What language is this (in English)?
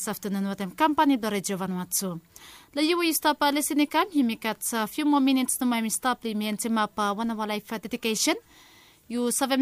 Bislama